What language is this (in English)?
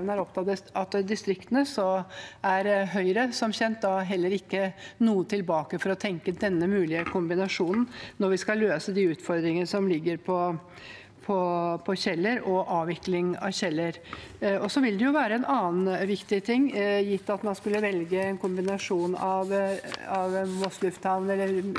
Norwegian